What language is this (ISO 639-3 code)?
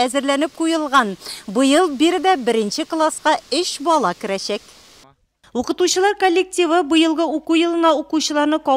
tat